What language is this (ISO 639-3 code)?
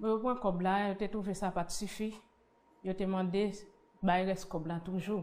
hat